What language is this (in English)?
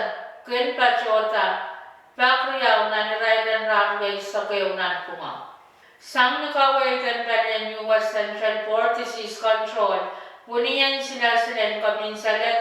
Pohnpeian